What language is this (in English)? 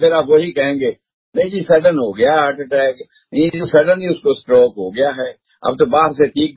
Hindi